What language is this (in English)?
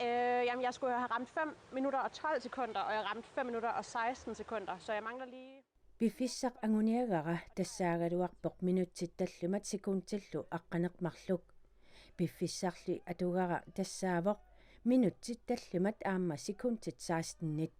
Kalaallisut